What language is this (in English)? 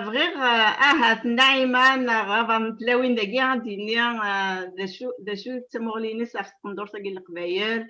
Kabyle